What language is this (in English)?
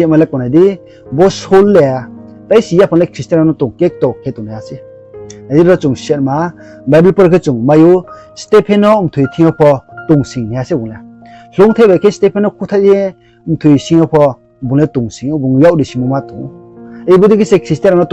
Riang (India)